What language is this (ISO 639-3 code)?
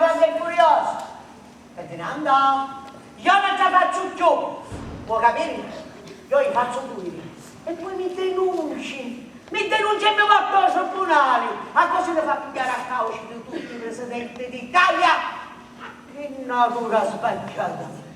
scn